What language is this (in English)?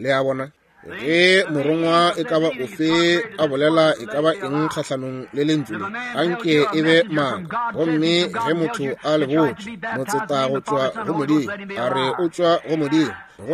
Northern Sotho